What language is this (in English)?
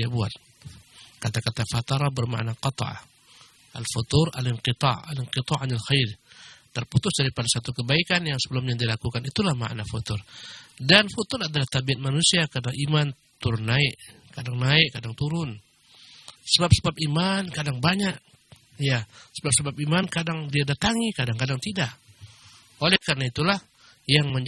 Indonesian